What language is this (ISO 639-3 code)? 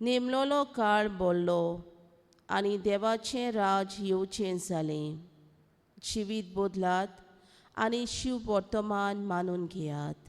kok